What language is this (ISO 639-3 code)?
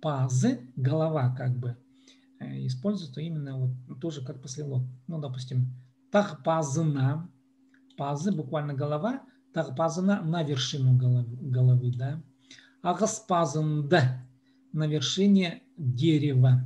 kjh